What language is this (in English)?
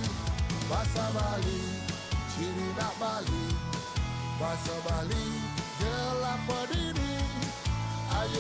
Balinese